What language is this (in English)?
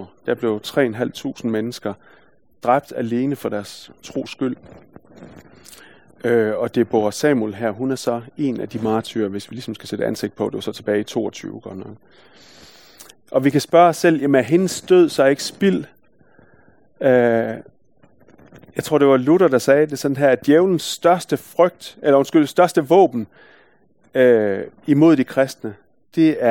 Danish